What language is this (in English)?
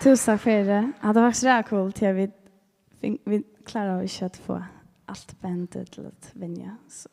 Faroese